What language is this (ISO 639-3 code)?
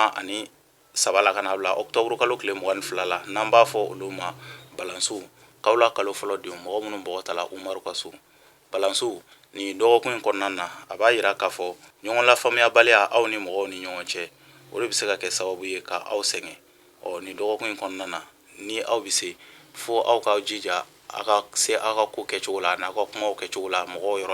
bam